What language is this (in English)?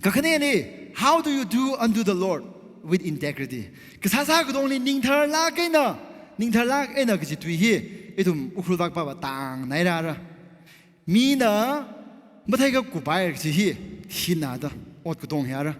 Tangkhul Naga (India)